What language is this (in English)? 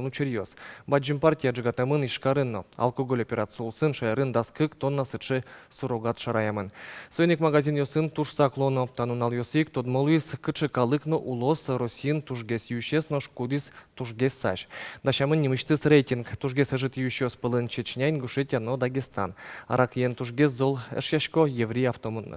Udmurt